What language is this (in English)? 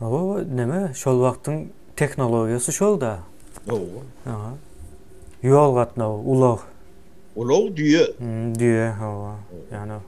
Turkmen